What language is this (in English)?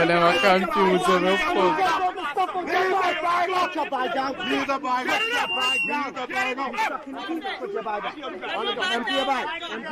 Jamaican Creole English